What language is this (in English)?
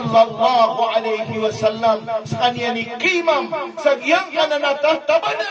Maranao